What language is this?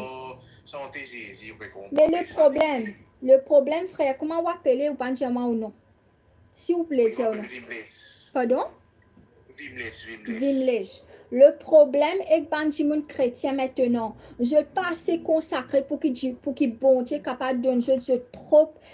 Morisyen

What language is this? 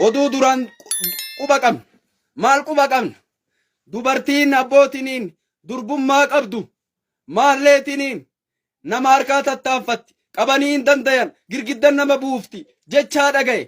Oromo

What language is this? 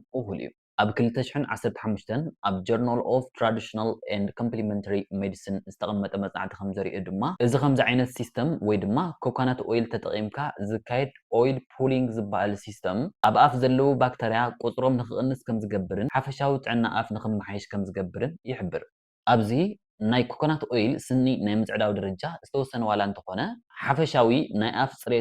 Tigrinya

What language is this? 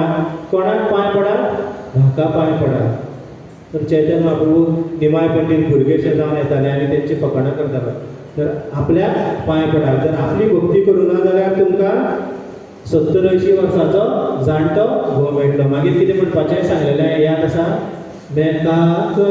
Konkani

